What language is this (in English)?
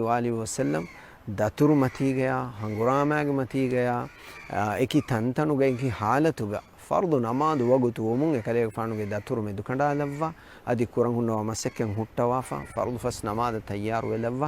Divehi